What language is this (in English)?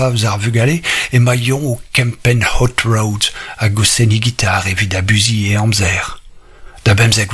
Breton